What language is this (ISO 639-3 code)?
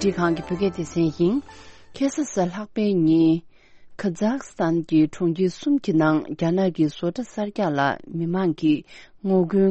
bod